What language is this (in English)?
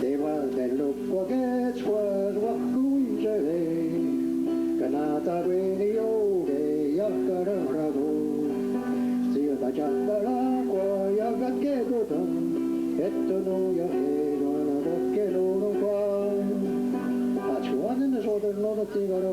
Mohawk